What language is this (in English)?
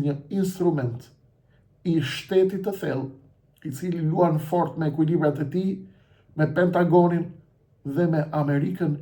Albanian